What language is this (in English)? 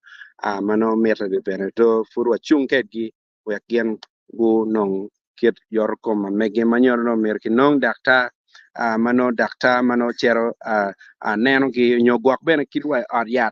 Acoli